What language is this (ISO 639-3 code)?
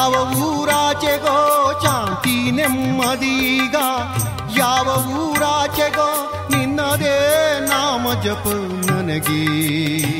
kan